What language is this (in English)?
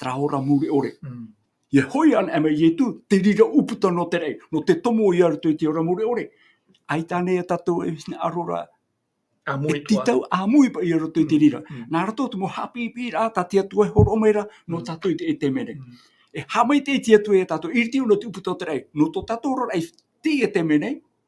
Tahitian